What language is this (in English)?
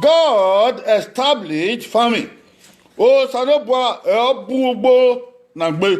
Bini